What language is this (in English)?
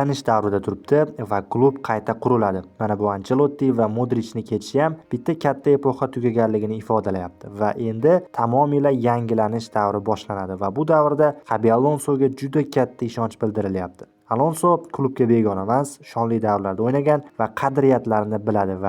Uzbek